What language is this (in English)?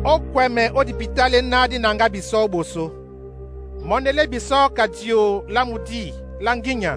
Duala